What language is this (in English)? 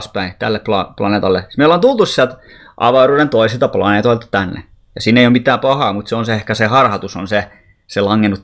Finnish